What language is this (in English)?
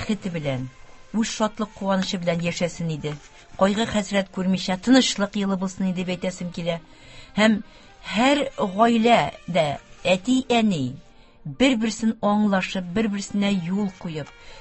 Tatar